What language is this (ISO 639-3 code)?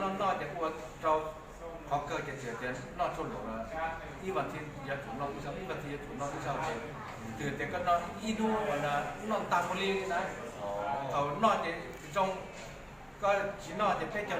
hmn